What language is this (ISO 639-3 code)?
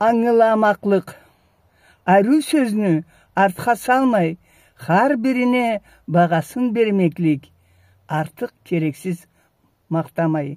krc